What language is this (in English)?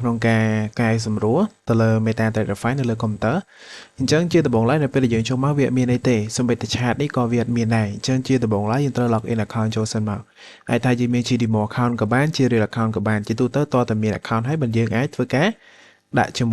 Khmer